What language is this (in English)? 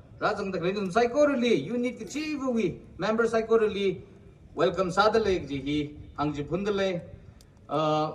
Tangkhul Naga (India)